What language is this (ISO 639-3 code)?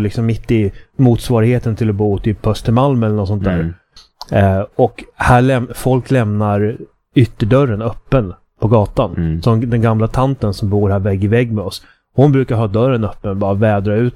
swe